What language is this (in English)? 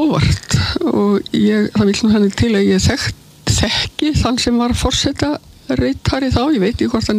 Icelandic